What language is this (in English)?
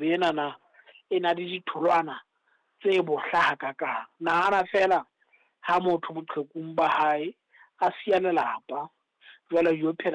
Southern Sotho